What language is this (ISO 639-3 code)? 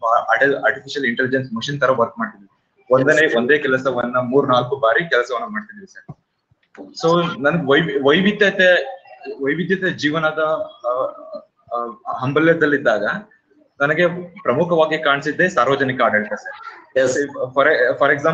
kan